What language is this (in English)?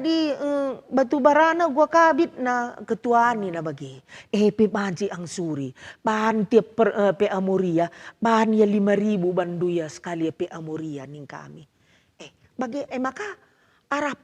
Batak Karo